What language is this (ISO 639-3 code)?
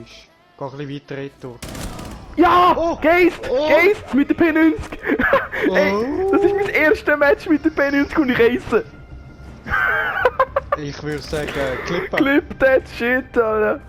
gsw